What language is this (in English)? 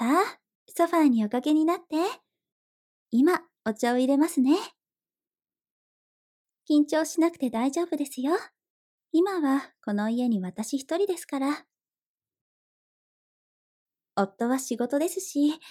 Japanese